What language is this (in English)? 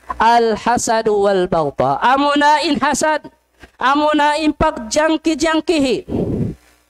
Tausug